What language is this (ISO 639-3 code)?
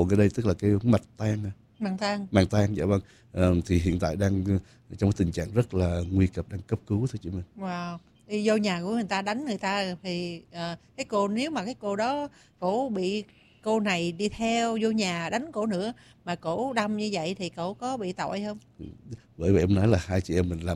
vie